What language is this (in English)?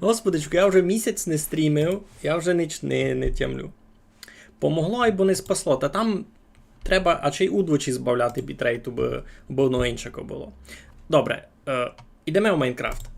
Rusyn